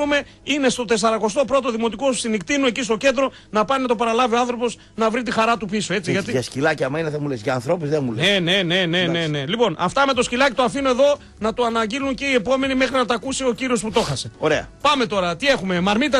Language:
Greek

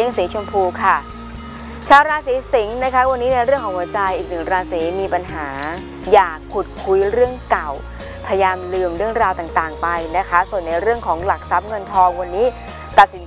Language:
Thai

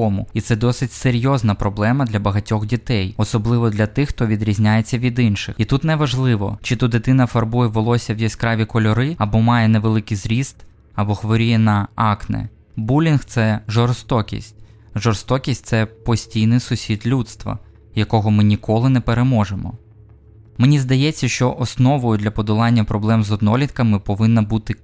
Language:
Ukrainian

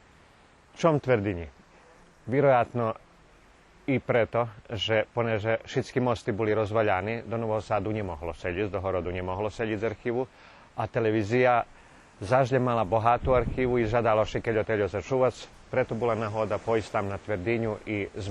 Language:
Rusyn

